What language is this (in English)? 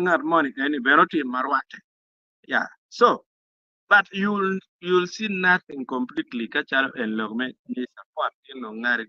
Acoli